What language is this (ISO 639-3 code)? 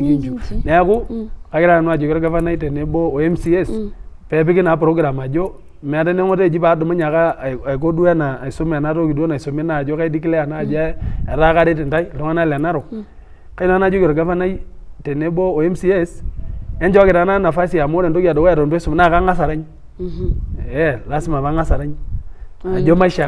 mas